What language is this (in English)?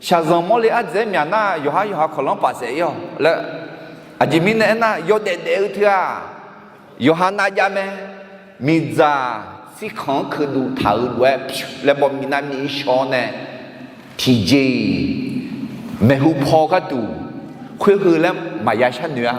Akha